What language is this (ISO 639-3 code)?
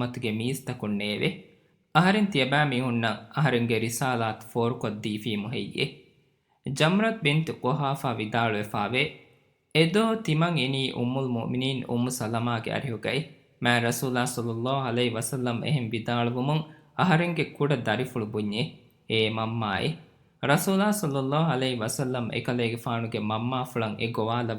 div